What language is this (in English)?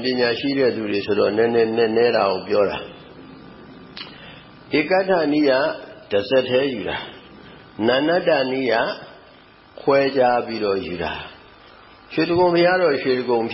Burmese